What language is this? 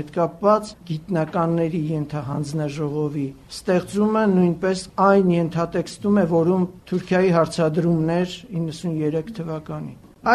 Armenian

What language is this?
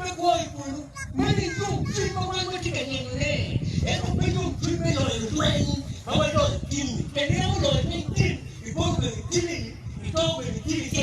Acoli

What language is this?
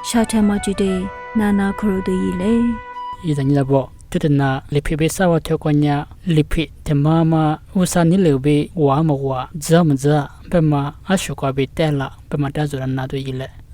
Lisu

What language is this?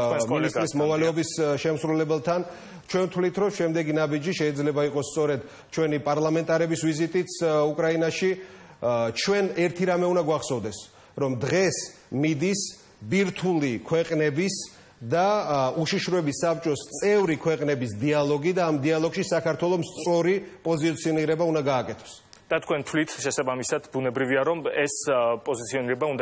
Georgian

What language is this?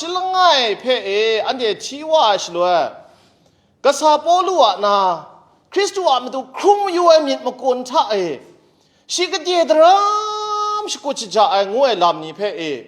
Kachin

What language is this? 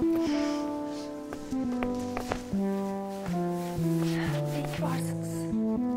Turkish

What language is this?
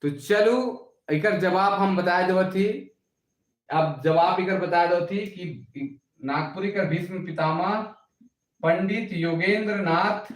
Sadri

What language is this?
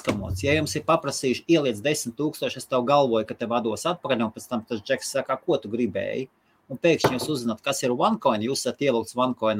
Latvian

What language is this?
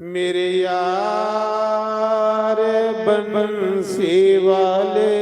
Dogri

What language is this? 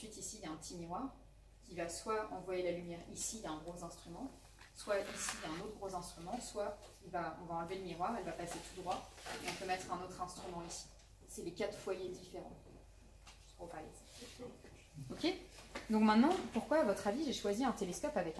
French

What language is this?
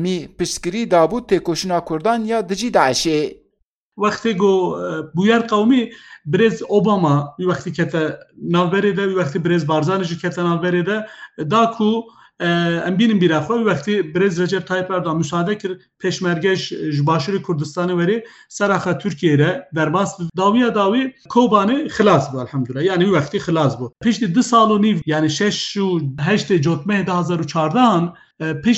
Kurdish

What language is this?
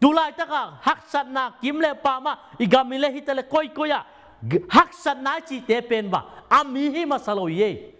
Tedim Chin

